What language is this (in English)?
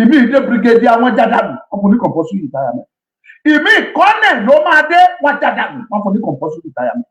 Yoruba